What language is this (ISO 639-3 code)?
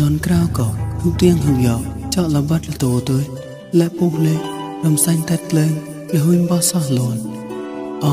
mnw